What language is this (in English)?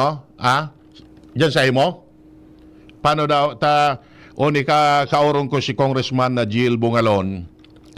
Bikol